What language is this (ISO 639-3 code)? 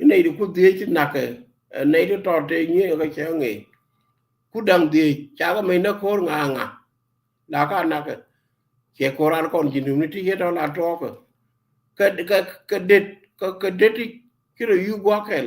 nus